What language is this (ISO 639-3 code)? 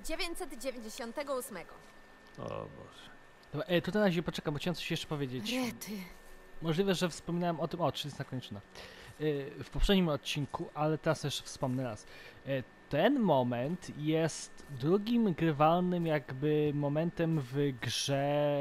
pol